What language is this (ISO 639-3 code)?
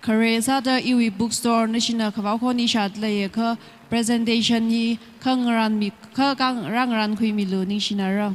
nmf